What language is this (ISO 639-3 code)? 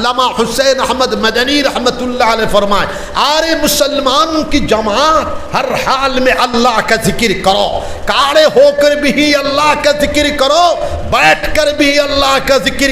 syl